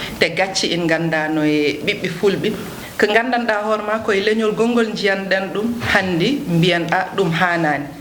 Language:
Fula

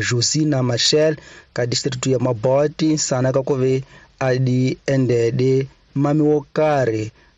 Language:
Tsonga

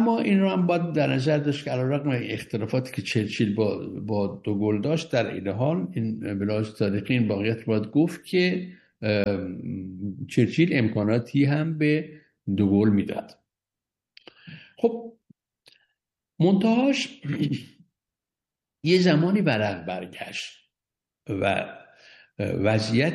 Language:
Persian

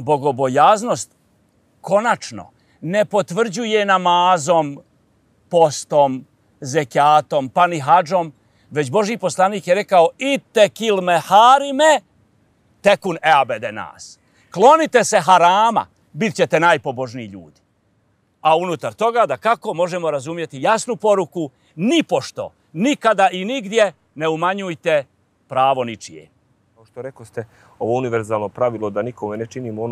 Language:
Bosnian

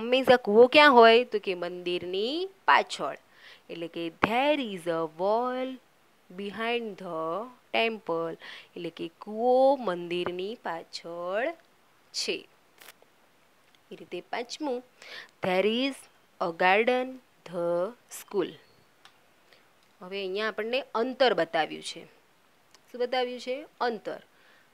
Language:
Gujarati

